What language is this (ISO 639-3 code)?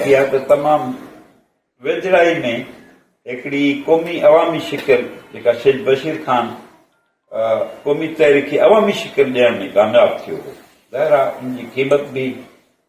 snd